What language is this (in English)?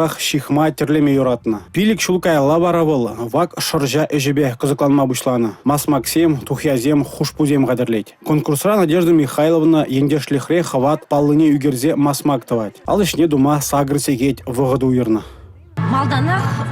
Chuvash